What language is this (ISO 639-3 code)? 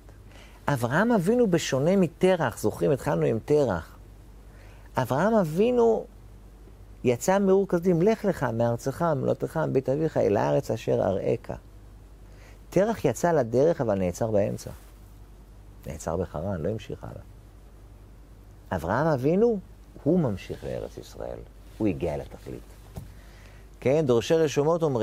heb